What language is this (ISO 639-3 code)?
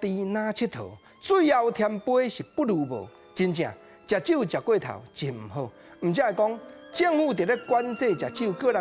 nan